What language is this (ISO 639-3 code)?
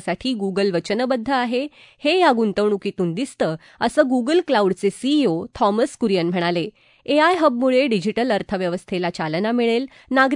mar